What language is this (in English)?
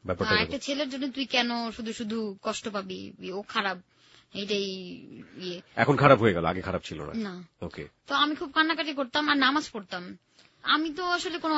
Bangla